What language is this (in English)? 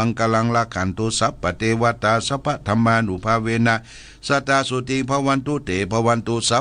Pali